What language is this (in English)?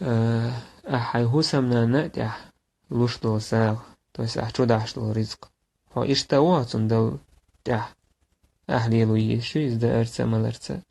Chechen